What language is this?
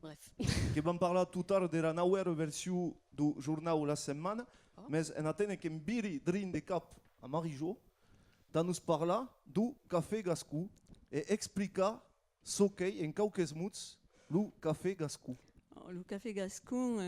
Occitan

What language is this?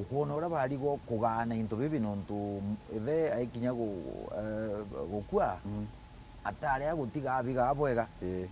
Meru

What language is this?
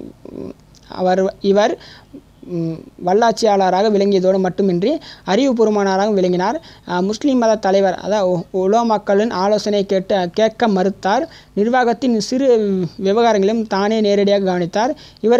Tamil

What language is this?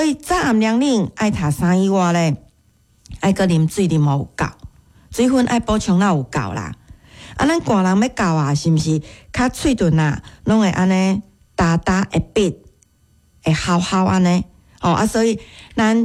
Min Nan Chinese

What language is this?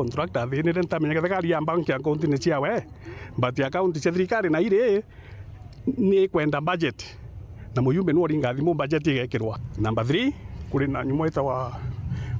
Meru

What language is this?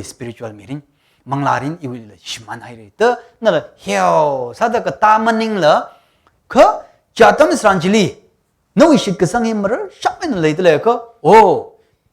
Tangkhul Naga (India)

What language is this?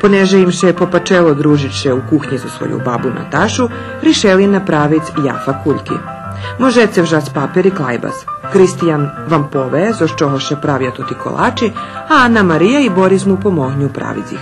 Rusyn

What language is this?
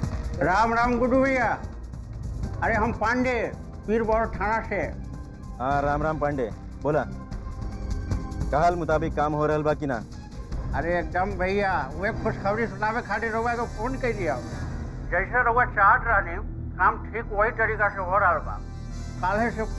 Bhojpuri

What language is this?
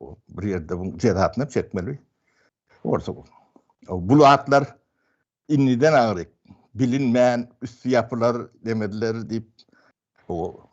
Turkmen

